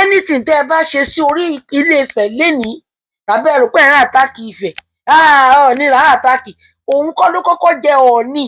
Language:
Yoruba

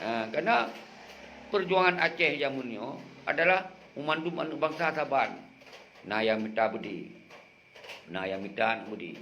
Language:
Achinese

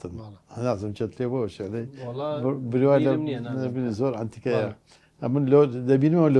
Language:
Central Kurdish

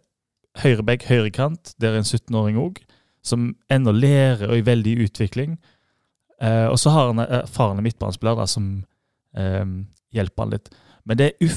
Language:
Norwegian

